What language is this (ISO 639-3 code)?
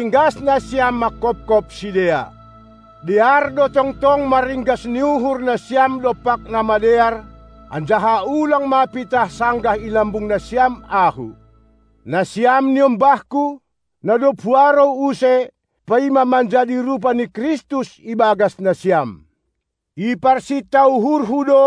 bts